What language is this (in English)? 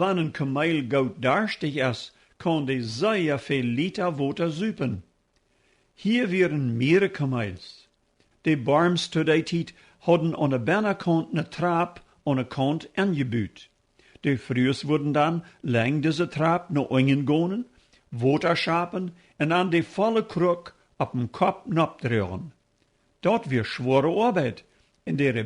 Plautdietsch